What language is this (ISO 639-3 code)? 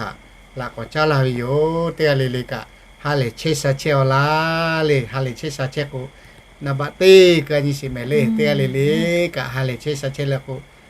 lhu